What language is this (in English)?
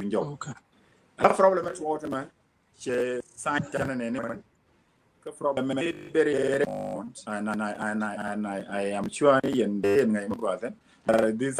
Nuer